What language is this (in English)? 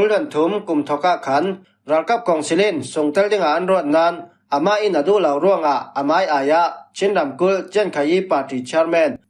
Falam Chin